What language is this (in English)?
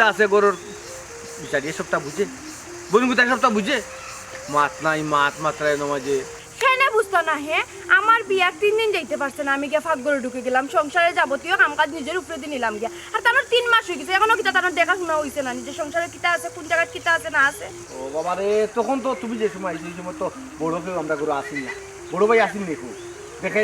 Sylheti